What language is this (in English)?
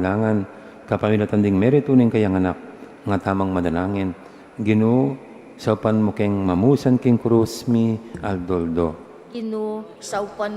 Pampanga